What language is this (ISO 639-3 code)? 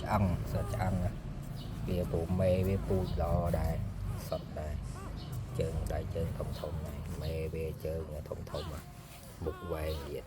khm